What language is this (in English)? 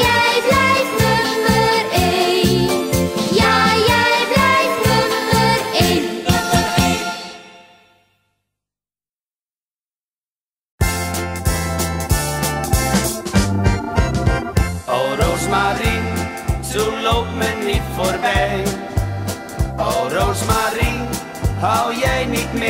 Dutch